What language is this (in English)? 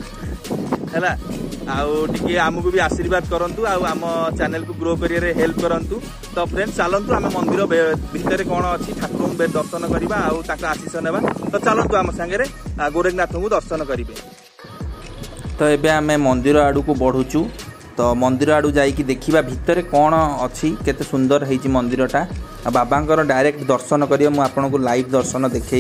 Odia